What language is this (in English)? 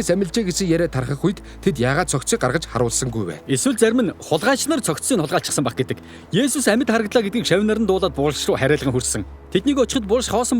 Mongolian